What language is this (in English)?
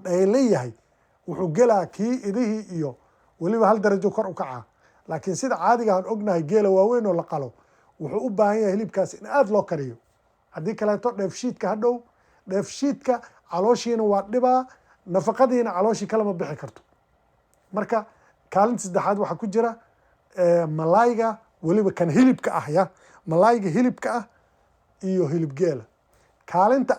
Somali